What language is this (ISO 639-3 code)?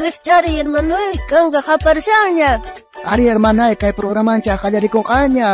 quh